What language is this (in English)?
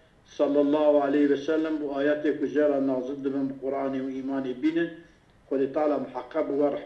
Kurdish